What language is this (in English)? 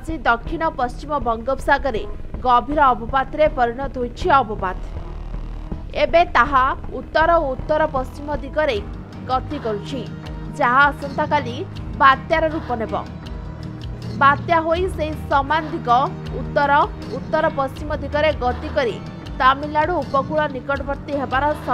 Odia